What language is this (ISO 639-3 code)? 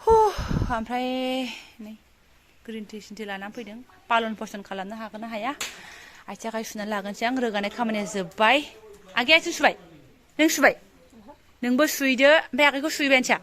brx